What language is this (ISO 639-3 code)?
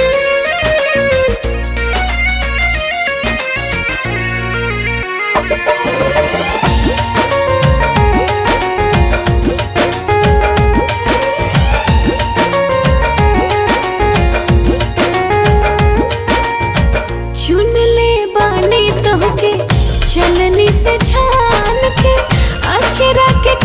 bho